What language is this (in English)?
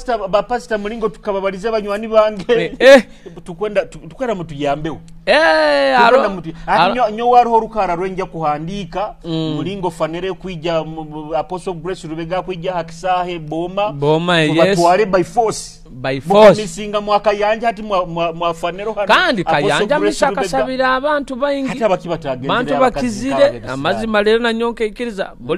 Nyoro